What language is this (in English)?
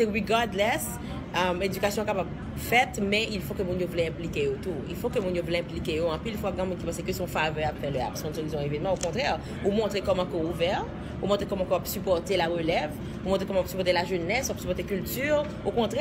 Haitian Creole